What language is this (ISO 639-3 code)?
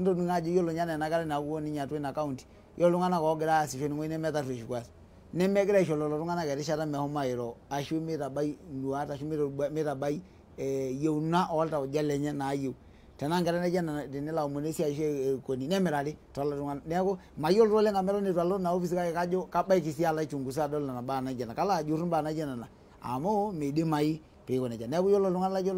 mas